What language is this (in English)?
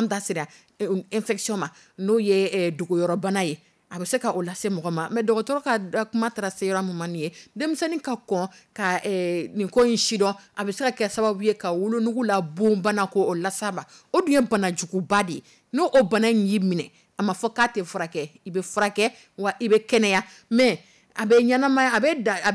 Dyula